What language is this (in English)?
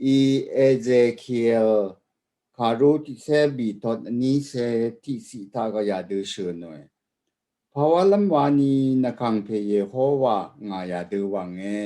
Rawang